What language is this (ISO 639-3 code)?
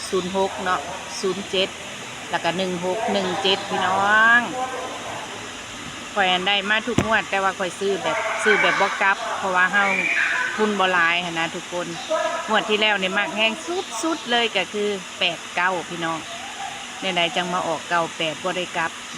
lao